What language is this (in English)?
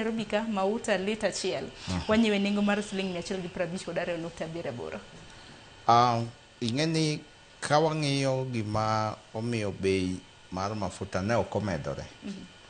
Luo (Kenya and Tanzania)